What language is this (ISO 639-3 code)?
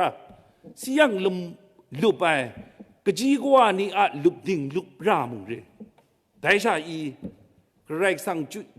kac